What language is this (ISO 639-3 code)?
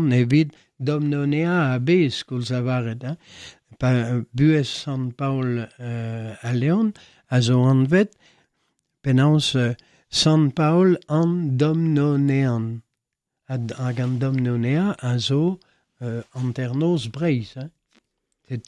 bre